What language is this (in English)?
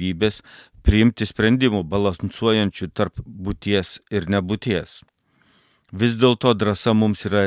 Lithuanian